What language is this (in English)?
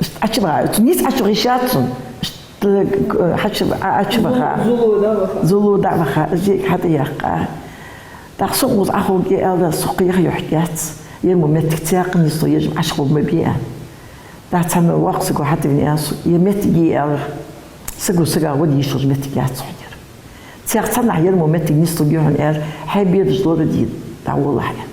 Ingush